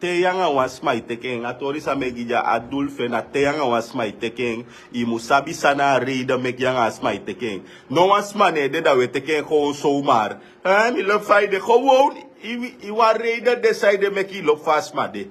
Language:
Sranan Tongo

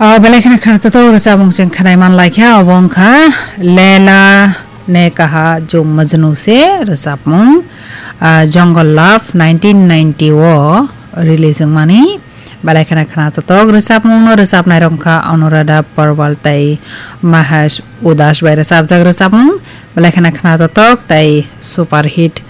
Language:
Kok Borok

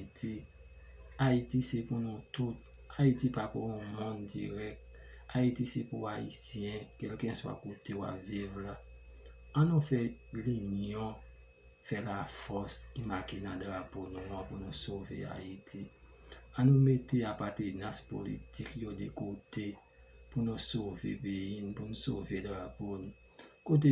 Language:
Haitian Creole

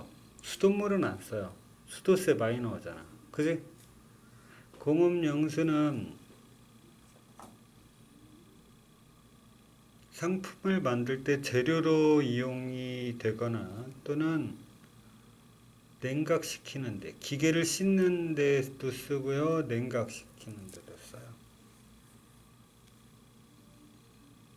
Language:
Korean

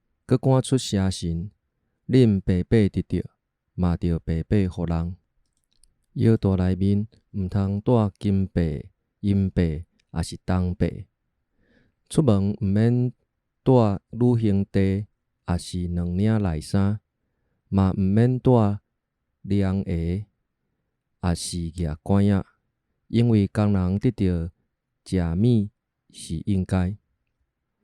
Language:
Min Nan Chinese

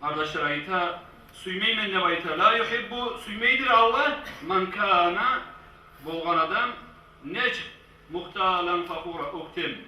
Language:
Kumyk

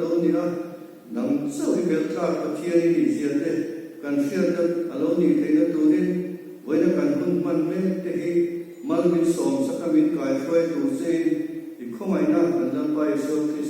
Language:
Mizo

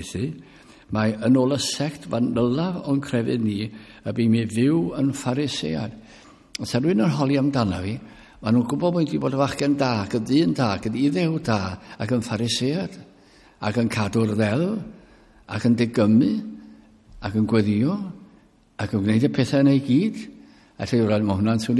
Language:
Welsh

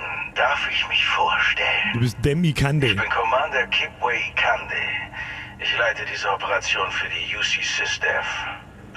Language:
Bavarian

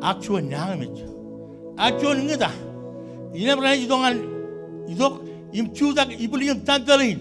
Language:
Marshallese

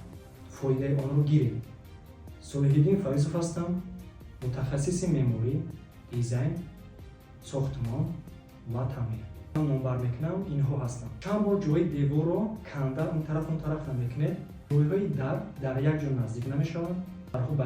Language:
Tajik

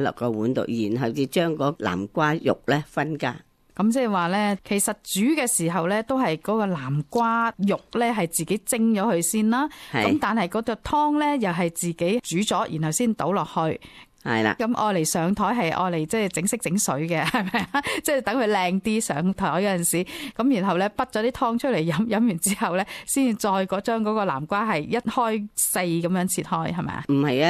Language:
Cantonese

